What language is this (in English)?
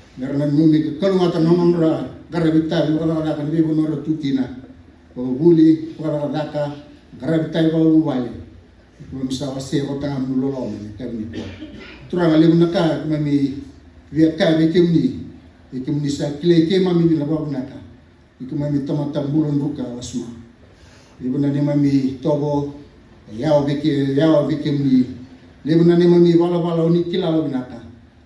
Fijian